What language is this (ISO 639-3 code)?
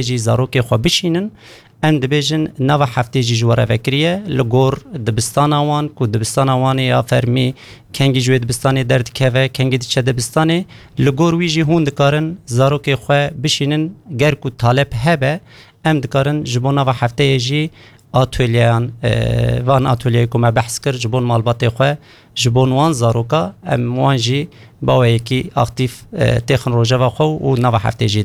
kur